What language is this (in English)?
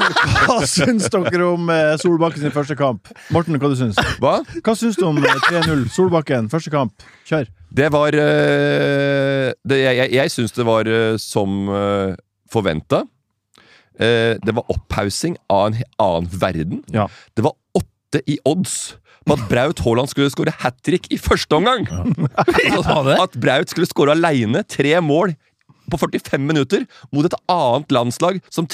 Norwegian